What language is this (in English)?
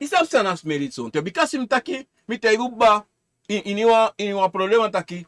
Sranan Tongo